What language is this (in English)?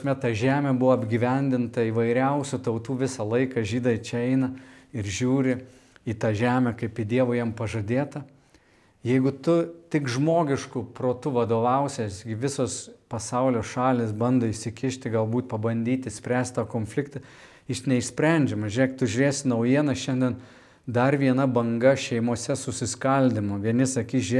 Lithuanian